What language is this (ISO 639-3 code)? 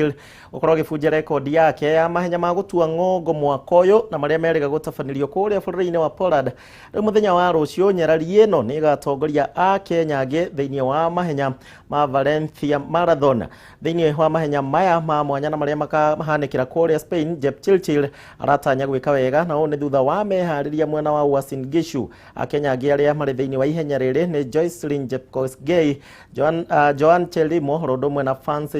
kik